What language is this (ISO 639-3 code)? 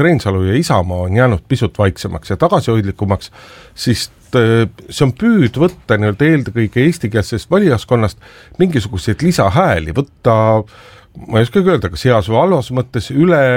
est